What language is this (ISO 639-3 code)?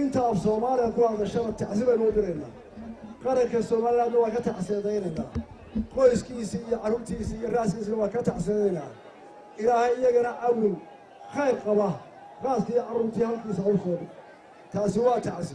som